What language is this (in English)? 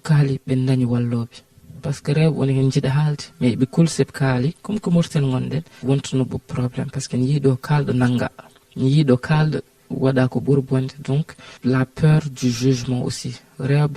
Fula